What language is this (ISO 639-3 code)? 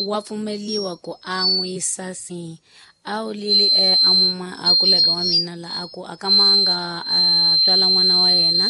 tso